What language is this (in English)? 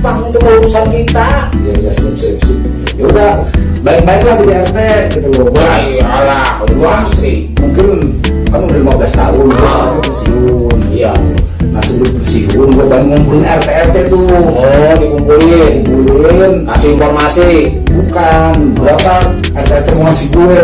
Betawi